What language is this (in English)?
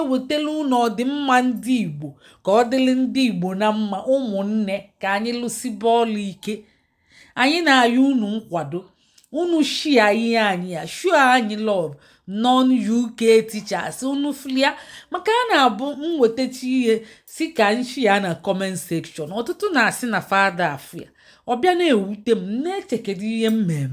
Igbo